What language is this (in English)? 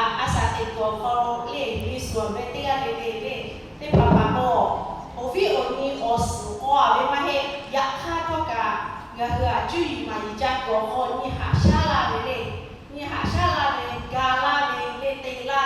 Lahu